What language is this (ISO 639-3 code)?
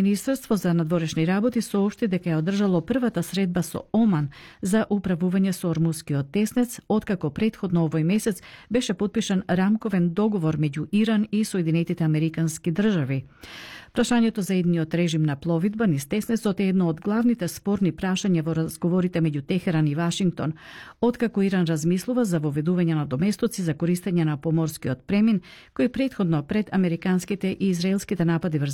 mkd